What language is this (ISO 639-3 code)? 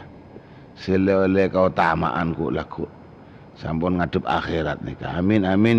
mad